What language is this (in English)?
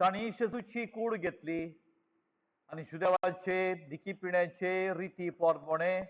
Konkani